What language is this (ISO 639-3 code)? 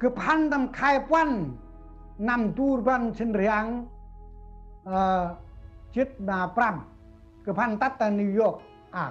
cmo